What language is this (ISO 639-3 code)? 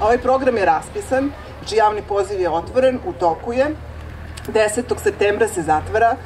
srp